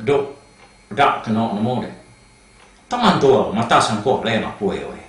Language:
Iban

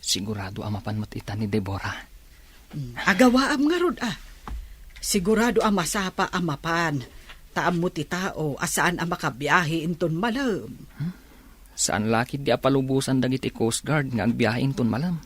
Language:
Iloko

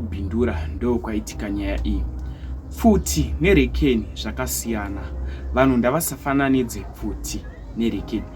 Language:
Shona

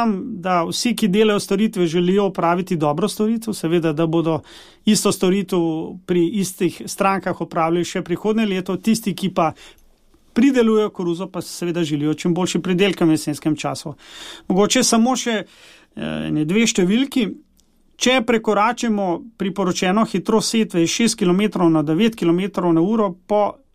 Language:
Slovenian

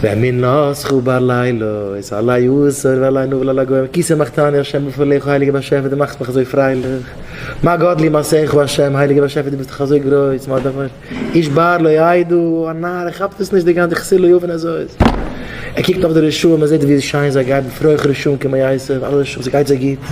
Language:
Yiddish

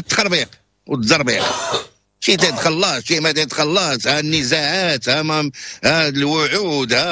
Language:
Moroccan Arabic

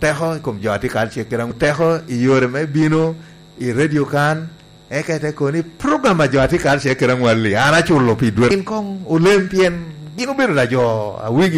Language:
Lango (Uganda)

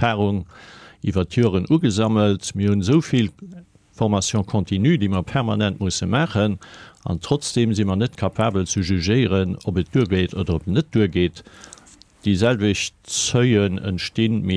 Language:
Luxembourgish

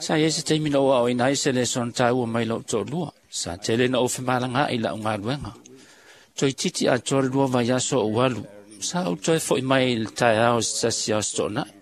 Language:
Samoan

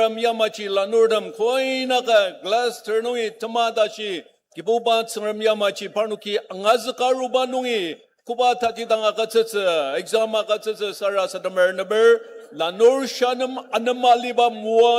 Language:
Ao Naga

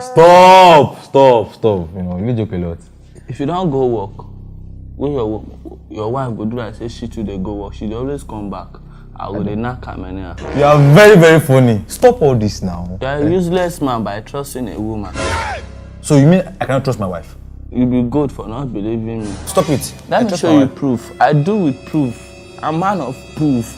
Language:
Nigerian Pidgin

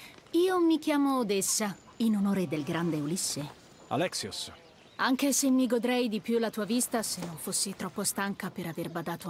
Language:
Italian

